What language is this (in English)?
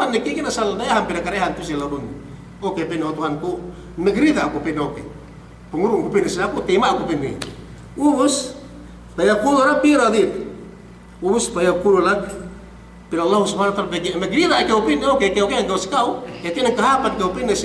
Yakan